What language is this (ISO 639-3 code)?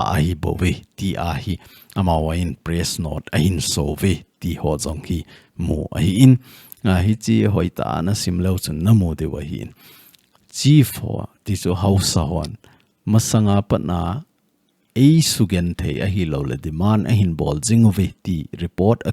tcz